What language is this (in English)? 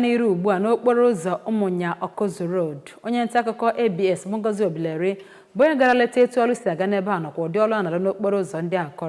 Igbo